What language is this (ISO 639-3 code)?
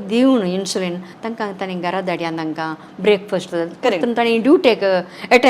kok